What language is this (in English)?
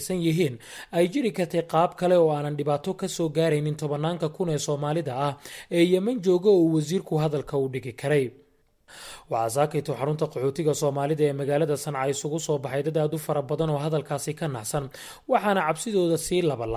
Somali